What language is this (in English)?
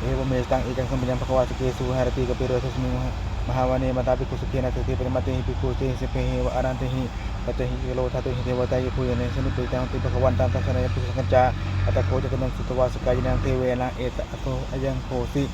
Pali